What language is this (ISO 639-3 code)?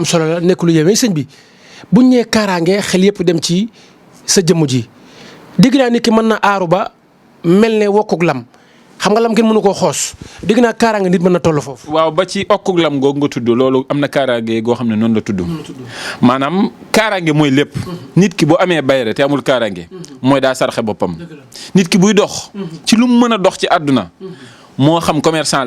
wol